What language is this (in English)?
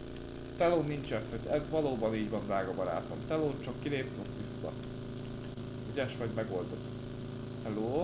Hungarian